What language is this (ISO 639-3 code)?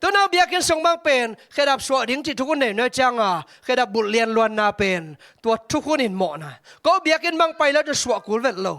ctd